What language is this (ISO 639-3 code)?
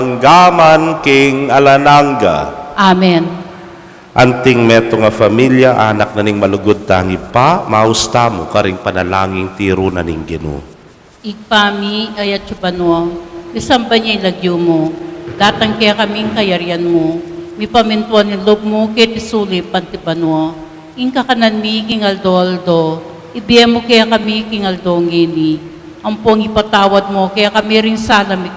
pam